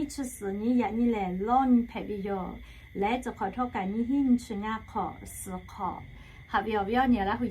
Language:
Lahu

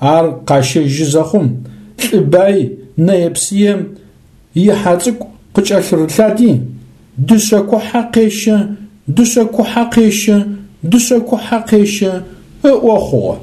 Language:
Adyghe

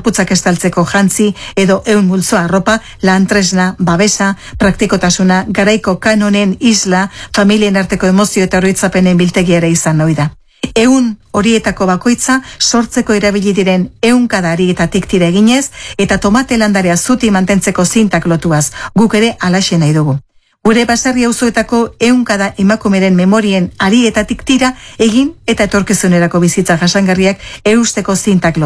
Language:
Basque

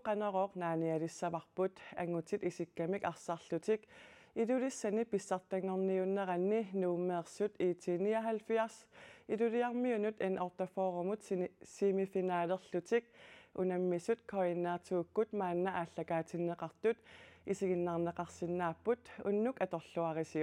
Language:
Kalaallisut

